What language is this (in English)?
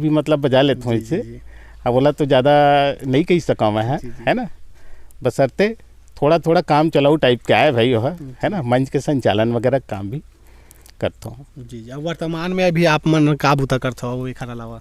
Chhattisgarhi